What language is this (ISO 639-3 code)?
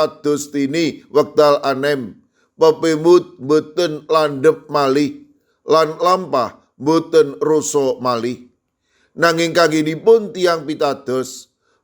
jav